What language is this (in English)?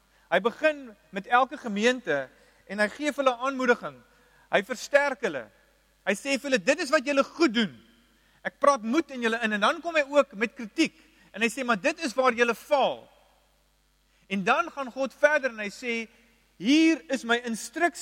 Afrikaans